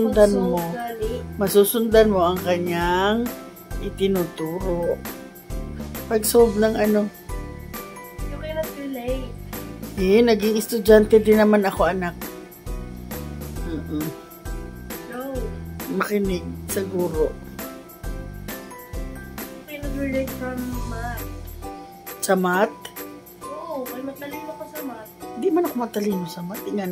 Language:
Filipino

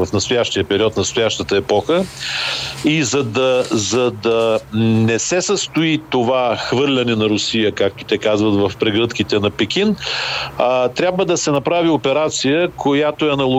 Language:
Bulgarian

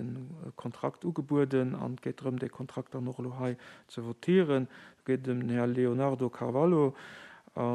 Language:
Luxembourgish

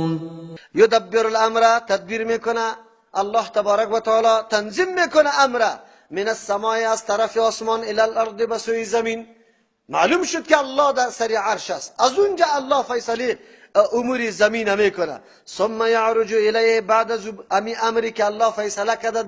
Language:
Persian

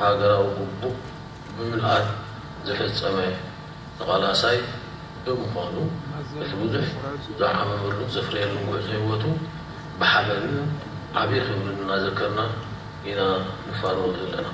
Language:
Tigrinya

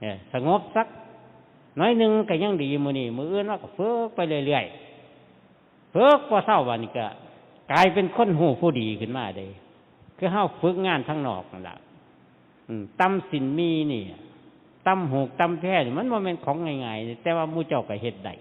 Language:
Northeastern Thai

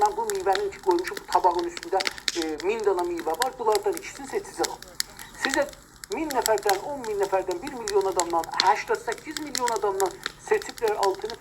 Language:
South Azerbaijani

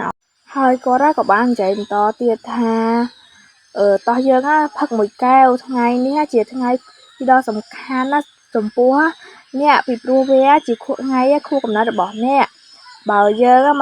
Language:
Khmer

